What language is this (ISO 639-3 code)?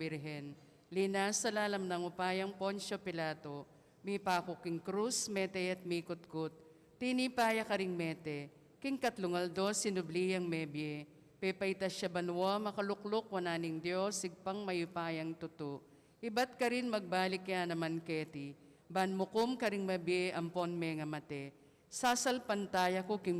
pam